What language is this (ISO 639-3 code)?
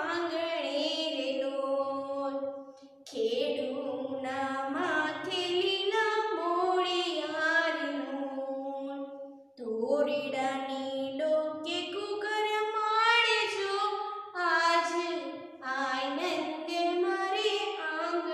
guj